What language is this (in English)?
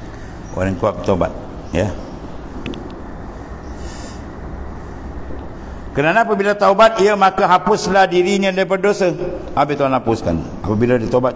Malay